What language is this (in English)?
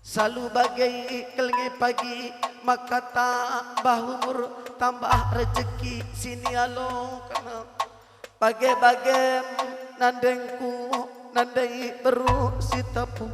Batak Karo